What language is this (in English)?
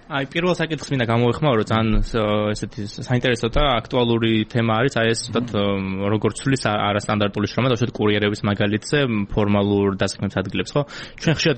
Georgian